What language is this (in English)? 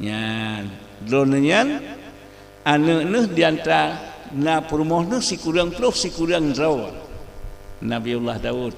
Achinese